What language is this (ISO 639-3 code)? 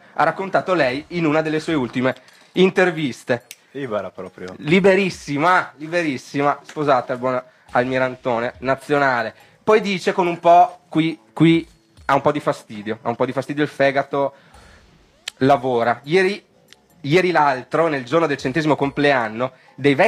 ita